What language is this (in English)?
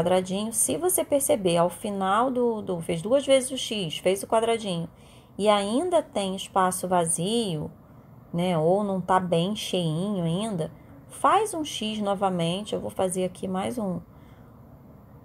Portuguese